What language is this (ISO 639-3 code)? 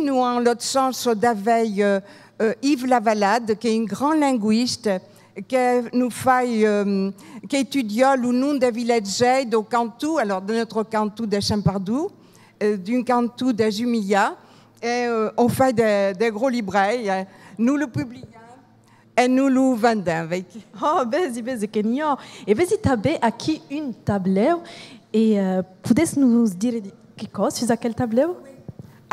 oci